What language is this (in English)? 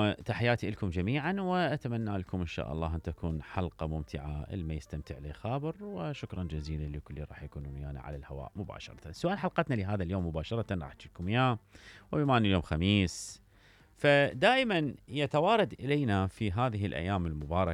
Mesopotamian Arabic